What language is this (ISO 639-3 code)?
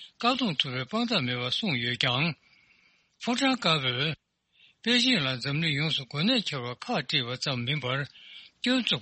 bod